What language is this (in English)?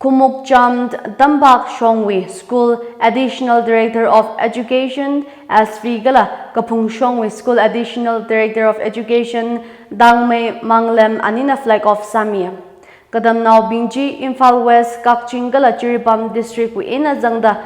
Tangkhul Naga (India)